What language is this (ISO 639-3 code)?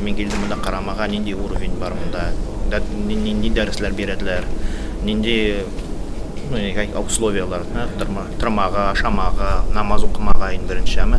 tat